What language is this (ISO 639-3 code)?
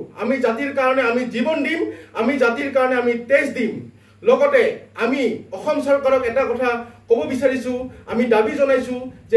asm